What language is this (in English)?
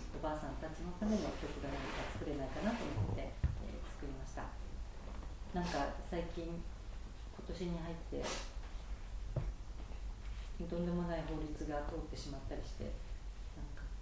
Japanese